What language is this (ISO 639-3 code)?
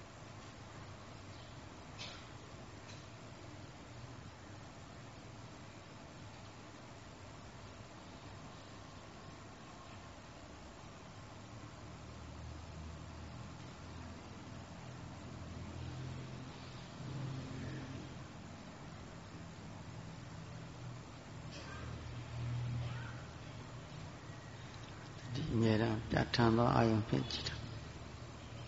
mya